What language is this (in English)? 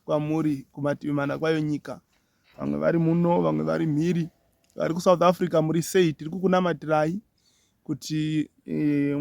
Shona